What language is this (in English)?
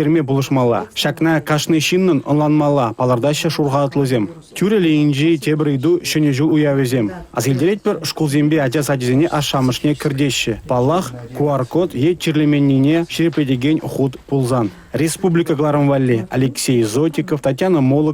Chuvash